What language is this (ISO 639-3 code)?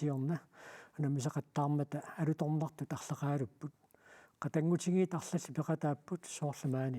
kal